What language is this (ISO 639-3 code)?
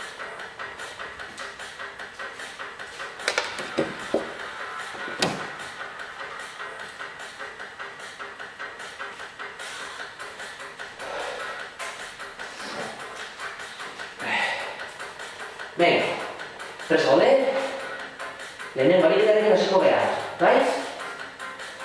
eus